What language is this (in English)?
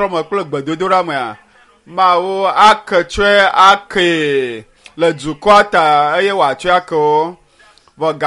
Ewe